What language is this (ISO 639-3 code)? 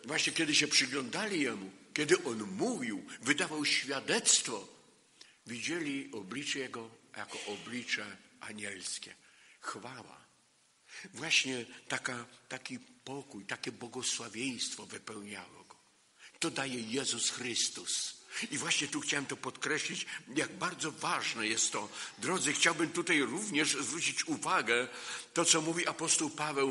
pol